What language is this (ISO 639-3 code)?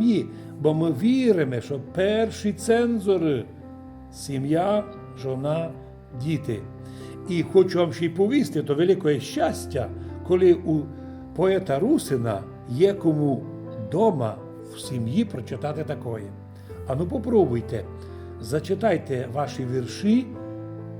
rue